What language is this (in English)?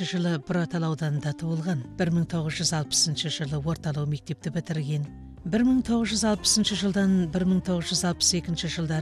Kazakh